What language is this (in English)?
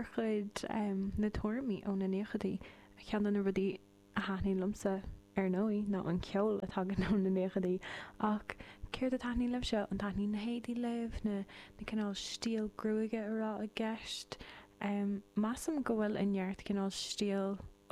Irish